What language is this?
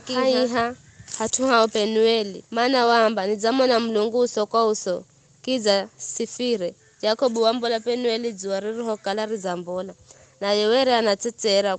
Giryama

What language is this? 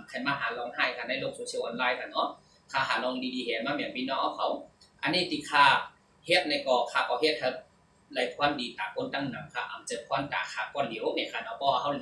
Shan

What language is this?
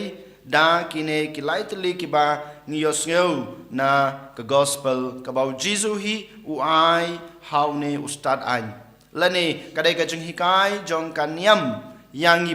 Khasi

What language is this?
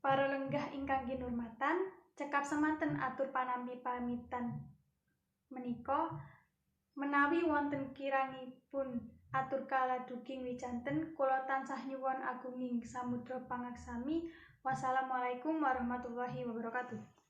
Javanese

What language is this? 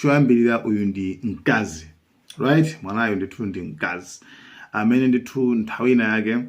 Nyanja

